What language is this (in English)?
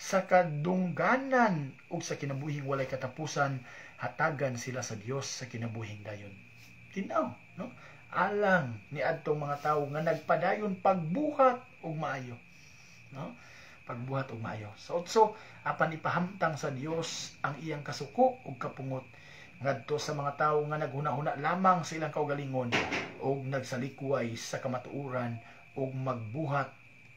Cebuano